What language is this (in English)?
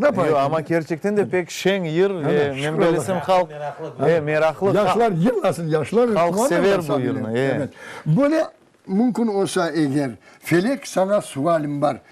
Crimean Tatar